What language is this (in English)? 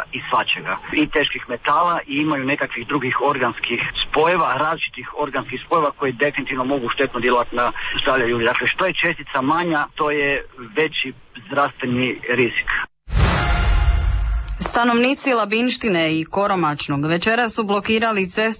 Croatian